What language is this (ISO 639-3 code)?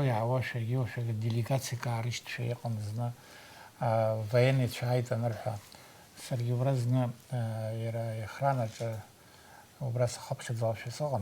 abk